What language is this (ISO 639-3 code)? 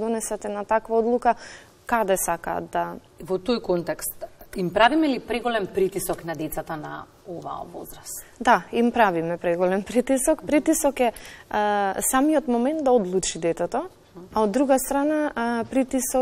mkd